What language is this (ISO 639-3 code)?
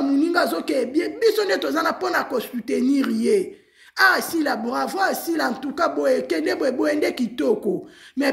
lin